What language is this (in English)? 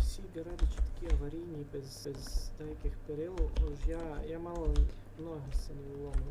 Rusyn